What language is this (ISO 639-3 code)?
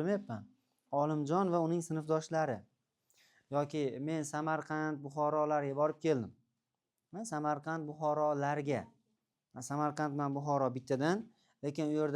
uzb